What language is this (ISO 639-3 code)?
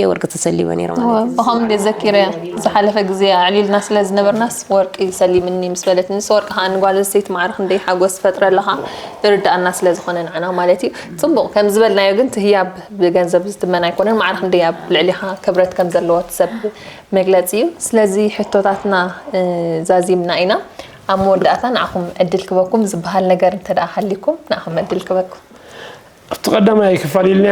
tir